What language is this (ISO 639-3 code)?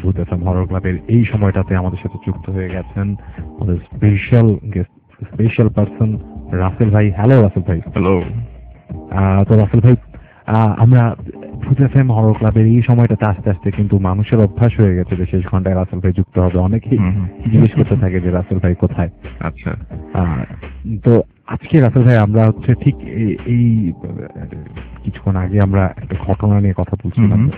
ben